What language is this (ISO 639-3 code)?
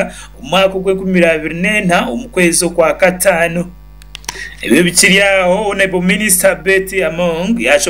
nyn